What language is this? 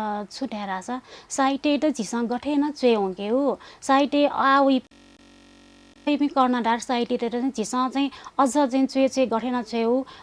Newari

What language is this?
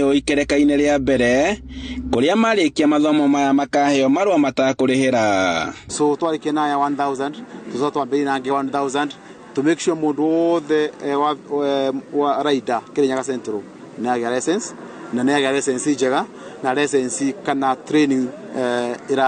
Kikuyu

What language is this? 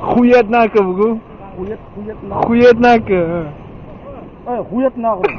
Tajik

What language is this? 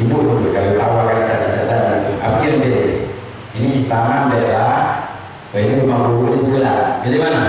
Musi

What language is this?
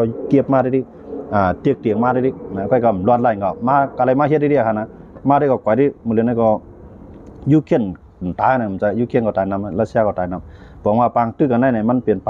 Shan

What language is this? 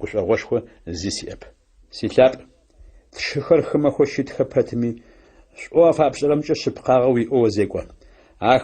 Adyghe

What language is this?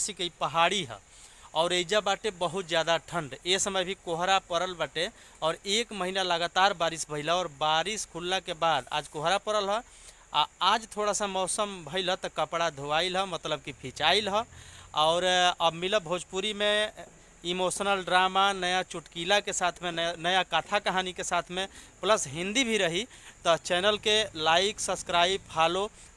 Bhojpuri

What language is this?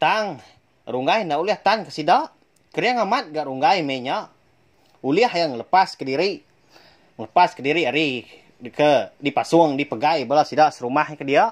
Iban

